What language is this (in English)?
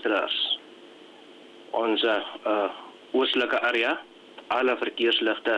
Afrikaans